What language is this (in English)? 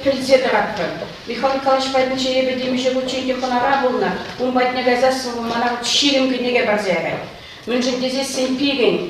Chuvash